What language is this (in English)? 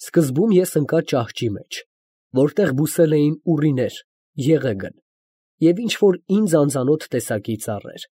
Armenian